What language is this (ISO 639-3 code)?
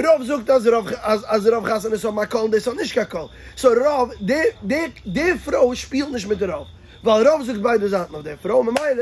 yid